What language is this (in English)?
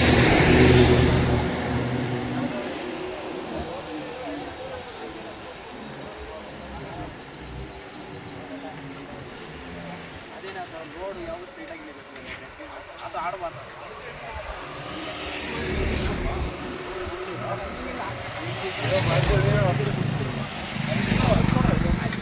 Kannada